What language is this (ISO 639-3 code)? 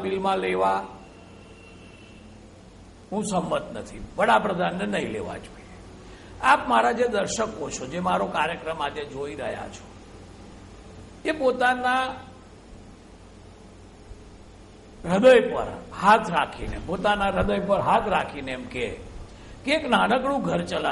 guj